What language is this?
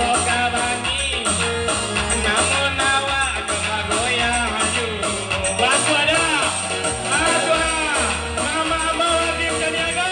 Minangkabau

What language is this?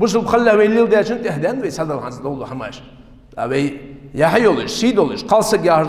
Ingush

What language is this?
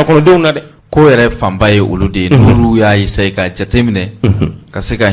Bambara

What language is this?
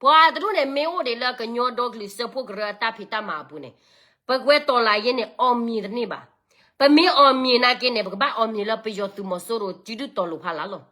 S'gaw Karen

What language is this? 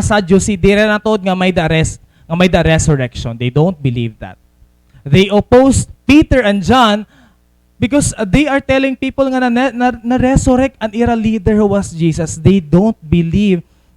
Waray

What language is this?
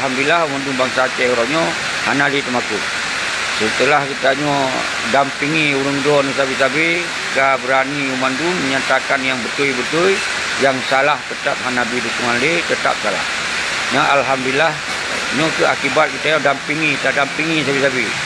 Achinese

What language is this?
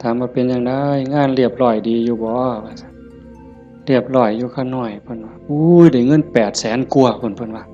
Northeastern Thai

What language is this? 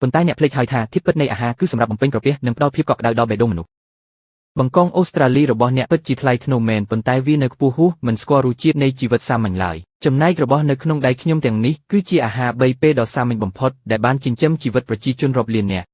Khmer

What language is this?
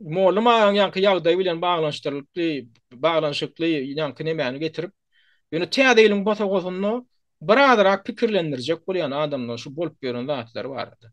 Turkmen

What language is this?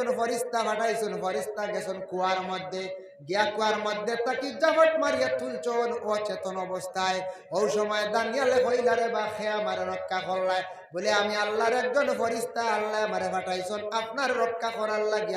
Sylheti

